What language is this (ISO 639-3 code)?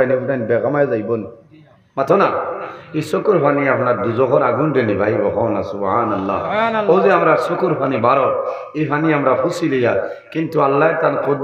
syl